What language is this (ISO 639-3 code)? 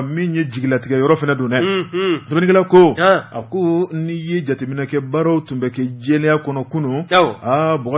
bam